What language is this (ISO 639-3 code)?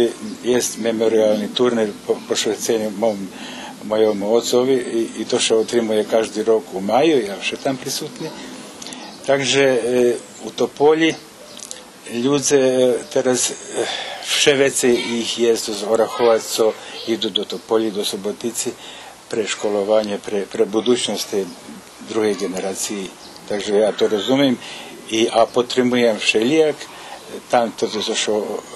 rue